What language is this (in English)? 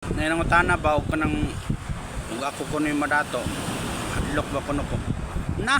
Cebuano